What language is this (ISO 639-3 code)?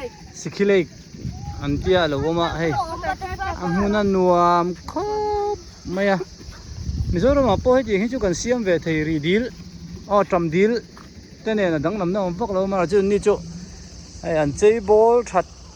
hmr